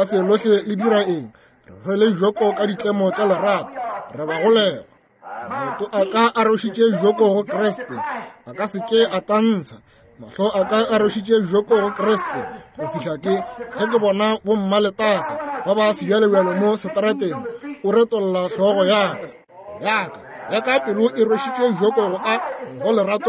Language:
Northern Sotho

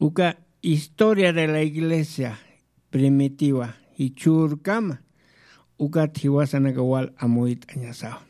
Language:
Aymara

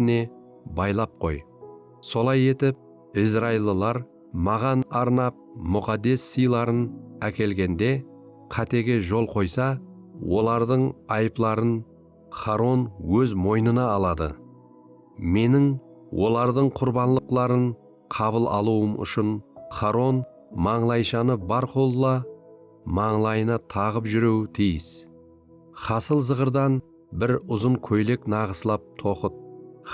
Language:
Kara-Kalpak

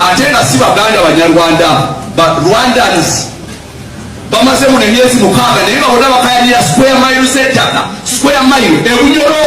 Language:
Ganda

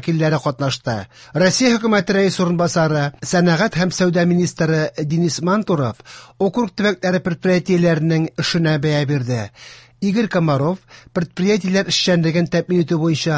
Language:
Tatar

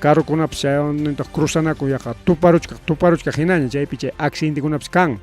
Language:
Ayacucho Quechua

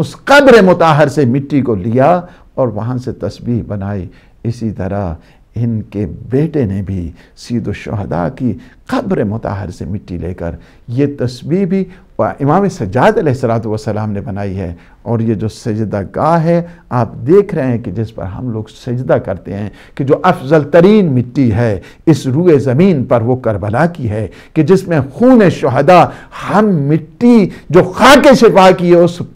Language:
Urdu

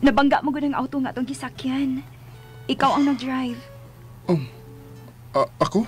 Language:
Cebuano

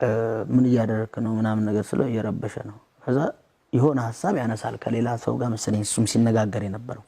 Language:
Amharic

